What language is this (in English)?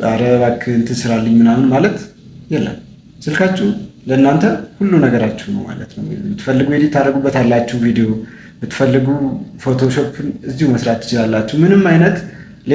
Amharic